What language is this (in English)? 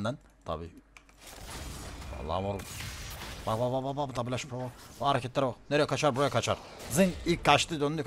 Turkish